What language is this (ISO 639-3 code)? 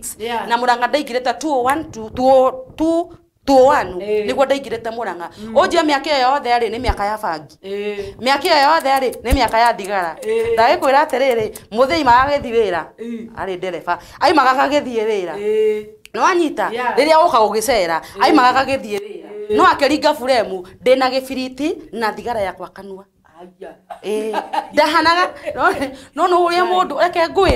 kik